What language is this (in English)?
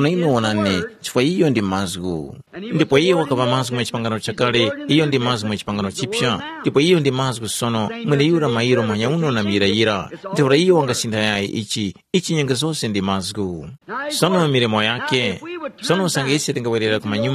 Tumbuka